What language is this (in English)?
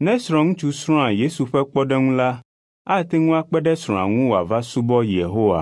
Ewe